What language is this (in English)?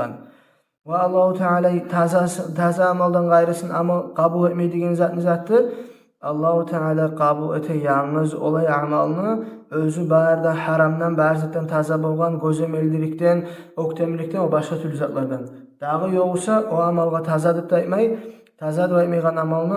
Kumyk